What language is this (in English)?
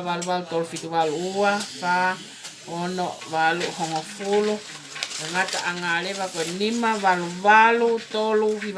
Tongan